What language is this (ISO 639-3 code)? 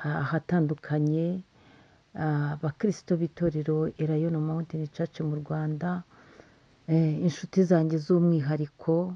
kin